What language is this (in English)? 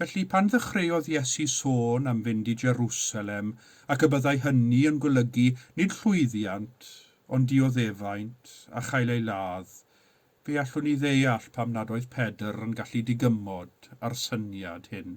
Welsh